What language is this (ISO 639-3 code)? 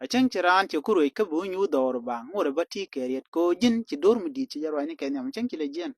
nus